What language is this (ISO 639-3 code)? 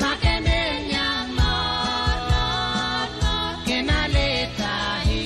pon